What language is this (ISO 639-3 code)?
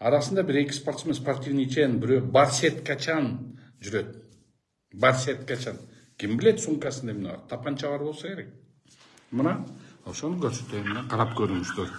kir